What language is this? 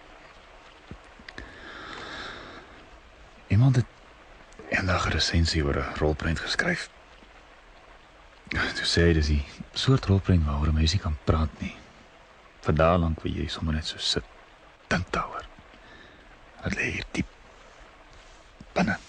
Afrikaans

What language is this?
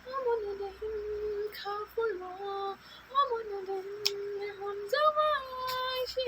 Kok Borok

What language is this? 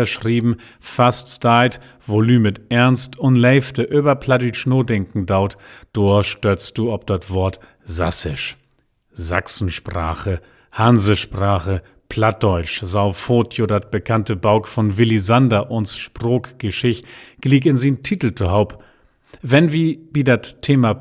Low German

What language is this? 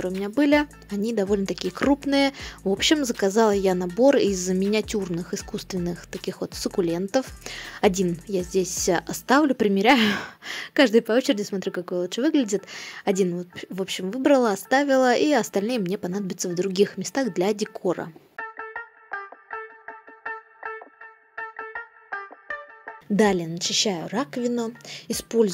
Russian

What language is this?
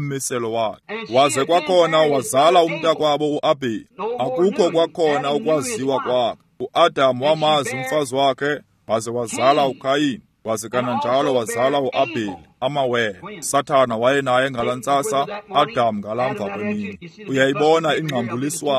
Xhosa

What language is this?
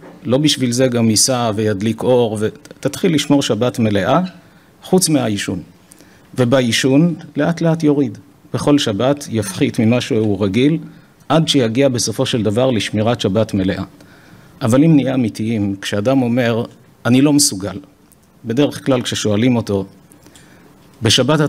Hebrew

